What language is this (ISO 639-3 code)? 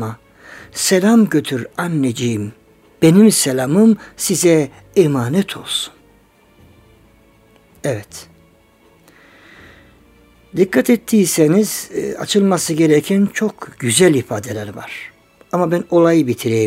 tur